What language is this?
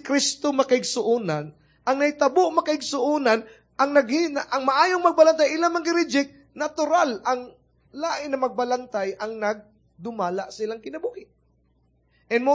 Cebuano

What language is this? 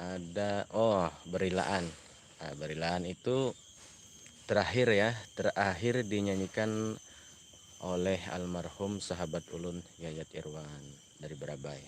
Banjar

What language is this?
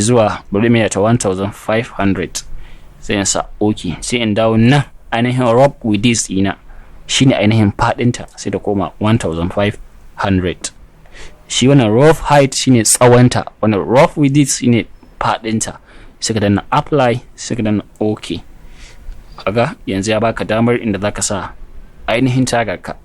Hausa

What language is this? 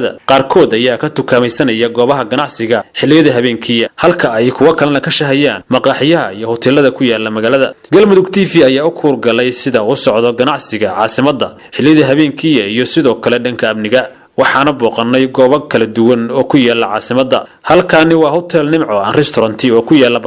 Somali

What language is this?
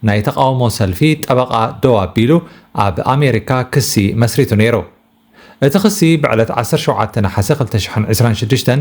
Tigrinya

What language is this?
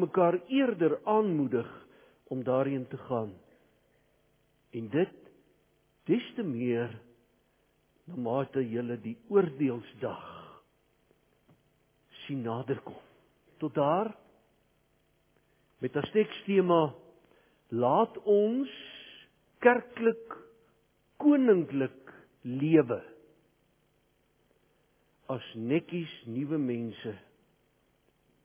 Afrikaans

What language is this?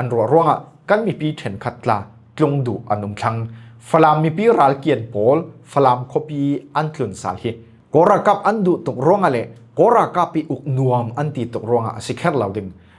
Falam Chin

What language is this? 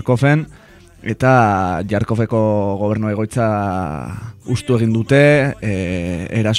Basque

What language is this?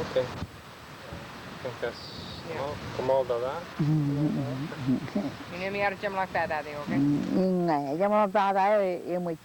Marshallese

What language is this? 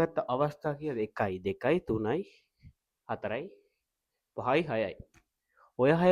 Sinhala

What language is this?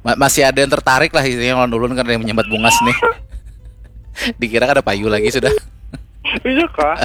Banjar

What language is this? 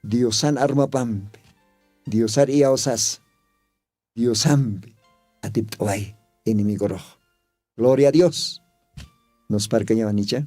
Aymara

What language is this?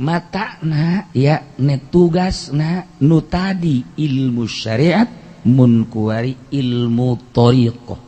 Sundanese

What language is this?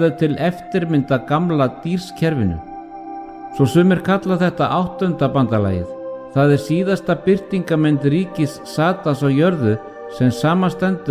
Icelandic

